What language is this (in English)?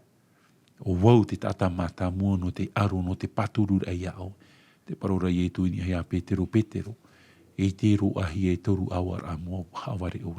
Tahitian